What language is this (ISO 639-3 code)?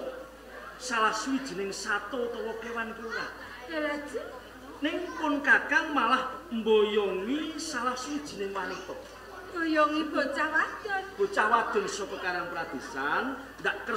jav